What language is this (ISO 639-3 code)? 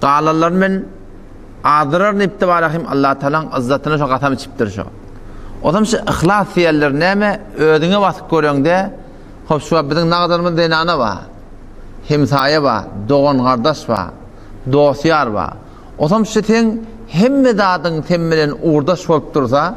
tuk